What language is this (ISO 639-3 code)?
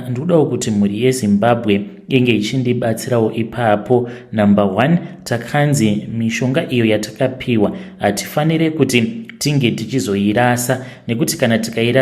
sna